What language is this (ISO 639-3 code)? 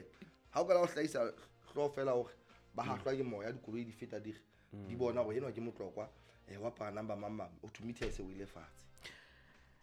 sot